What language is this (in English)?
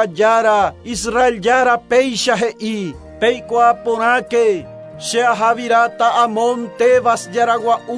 Guarani